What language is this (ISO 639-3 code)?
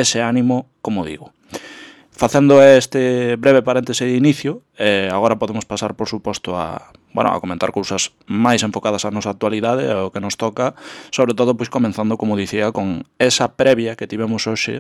glg